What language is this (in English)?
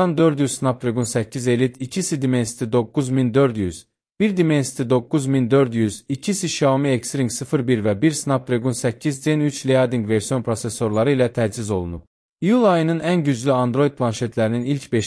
Azerbaijani